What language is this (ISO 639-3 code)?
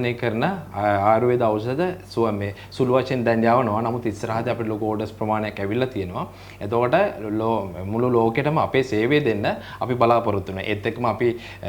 sin